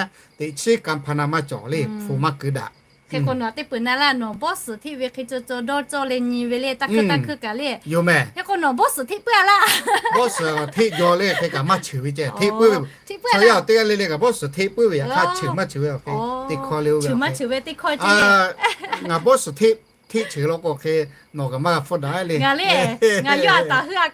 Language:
Lahu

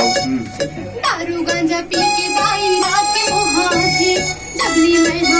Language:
Chhattisgarhi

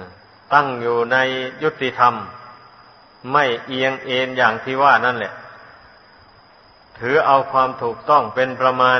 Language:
Thai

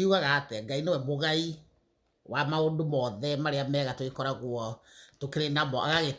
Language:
Kikuyu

